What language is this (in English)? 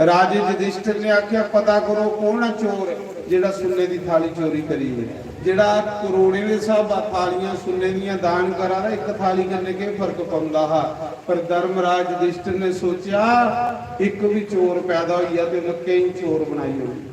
Dogri